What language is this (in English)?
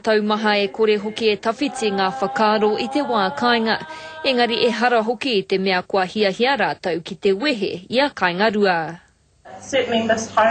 Māori